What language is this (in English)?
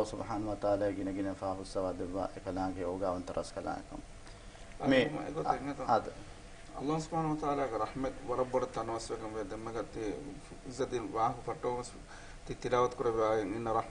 Divehi